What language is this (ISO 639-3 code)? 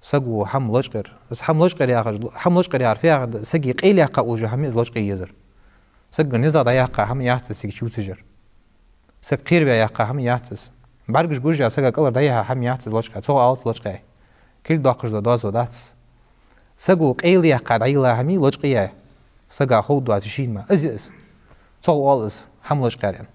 inh